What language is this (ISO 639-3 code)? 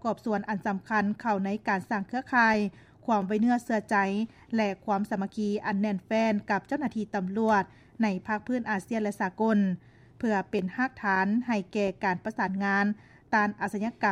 lao